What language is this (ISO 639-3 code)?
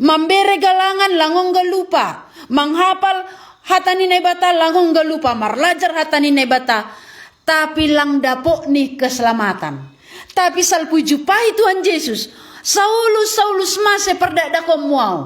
bts